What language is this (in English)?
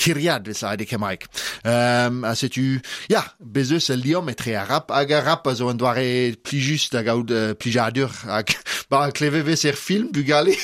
Breton